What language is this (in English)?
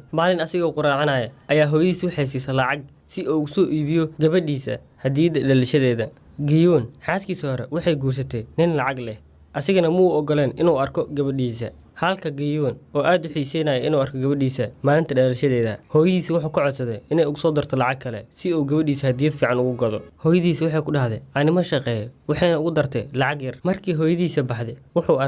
Somali